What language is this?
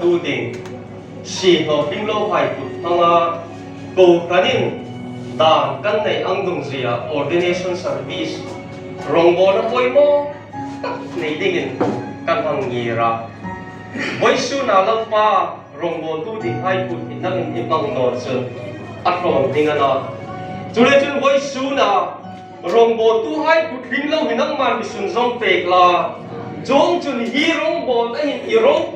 Hmar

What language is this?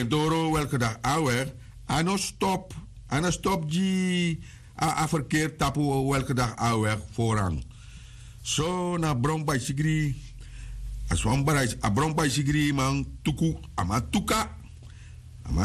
Sranan Tongo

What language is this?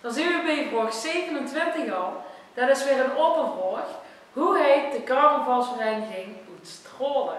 Limburgish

